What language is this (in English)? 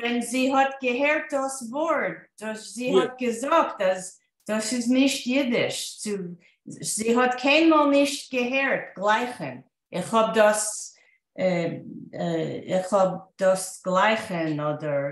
Yiddish